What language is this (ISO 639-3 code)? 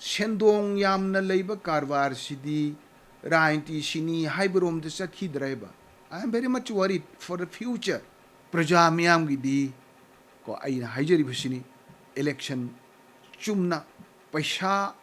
mni